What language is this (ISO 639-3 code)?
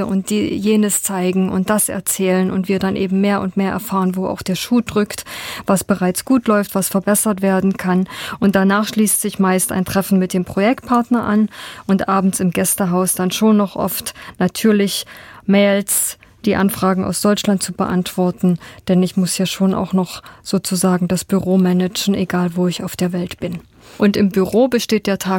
deu